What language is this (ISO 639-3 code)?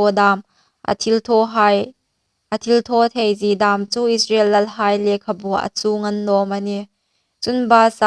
hmr